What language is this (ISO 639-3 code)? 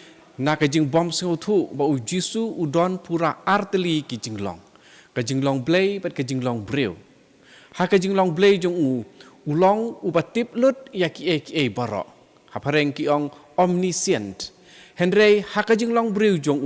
kha